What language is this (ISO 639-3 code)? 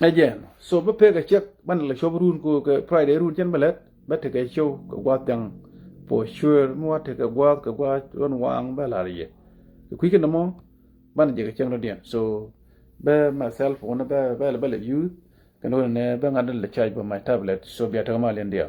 nus